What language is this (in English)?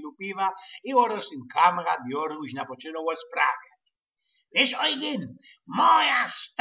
Silesian